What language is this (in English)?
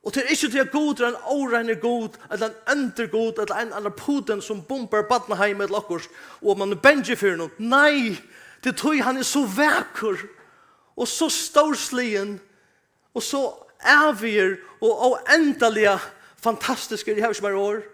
Faroese